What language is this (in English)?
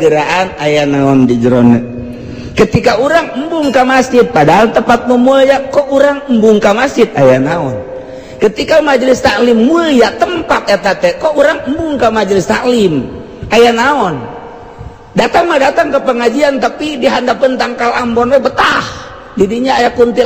Sundanese